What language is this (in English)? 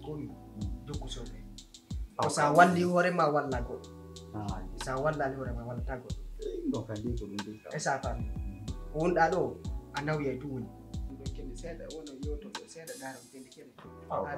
Pular